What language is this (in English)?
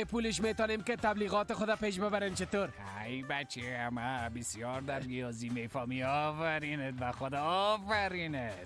Persian